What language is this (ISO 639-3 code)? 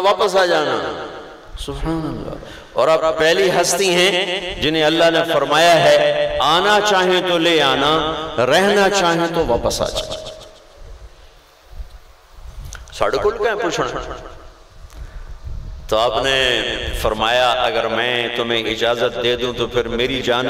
urd